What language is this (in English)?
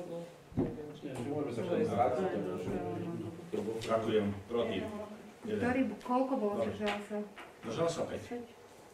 Slovak